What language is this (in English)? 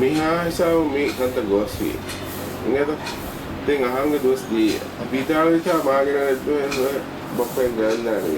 Divehi